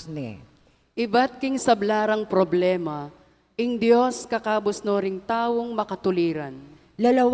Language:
Pampanga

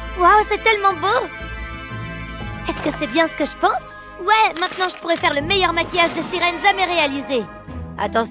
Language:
French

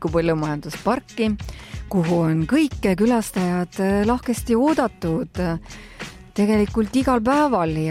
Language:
Estonian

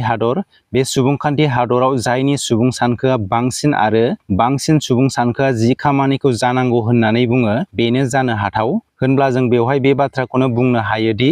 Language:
Bodo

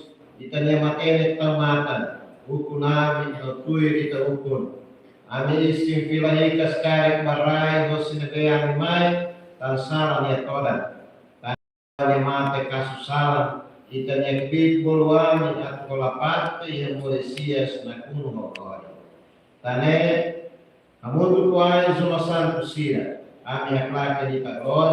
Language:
Tetum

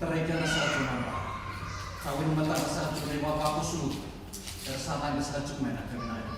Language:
Fijian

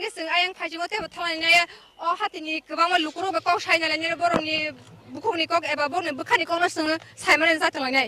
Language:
Kok Borok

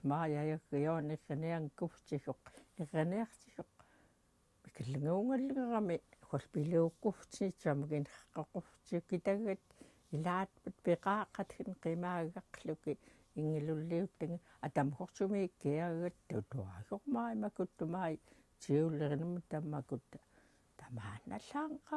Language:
Central Yupik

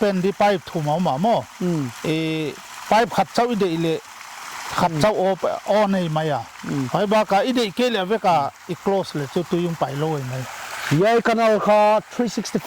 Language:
Paite Chin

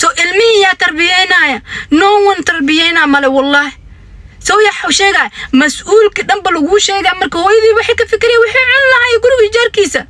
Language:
Somali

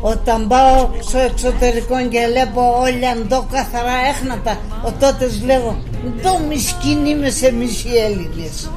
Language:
Pontic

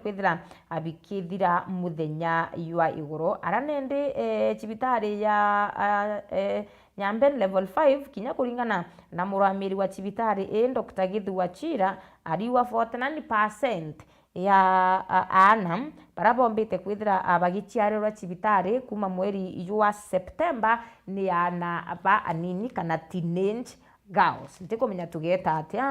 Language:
Meru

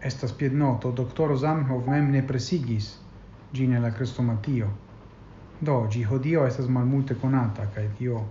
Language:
Esperanto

